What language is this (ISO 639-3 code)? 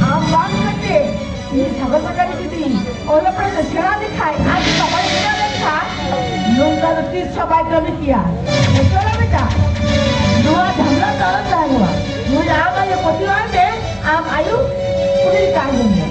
sat